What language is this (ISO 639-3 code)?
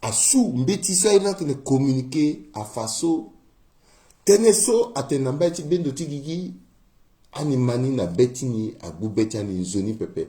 sag